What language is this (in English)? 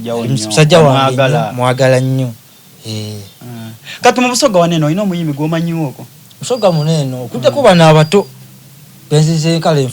Soga